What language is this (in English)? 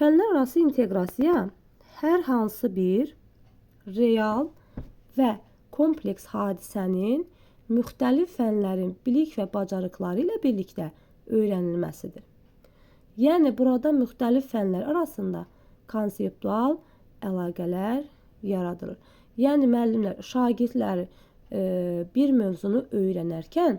Azerbaijani